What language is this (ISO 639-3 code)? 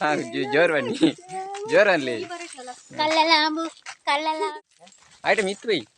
tcy